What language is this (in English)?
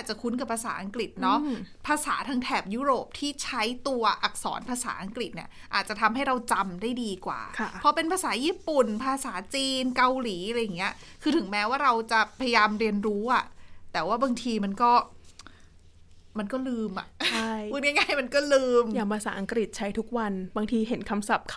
Thai